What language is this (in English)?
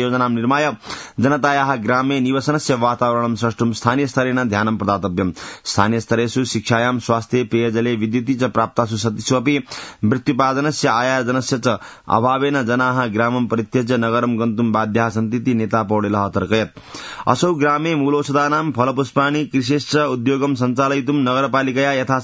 Sanskrit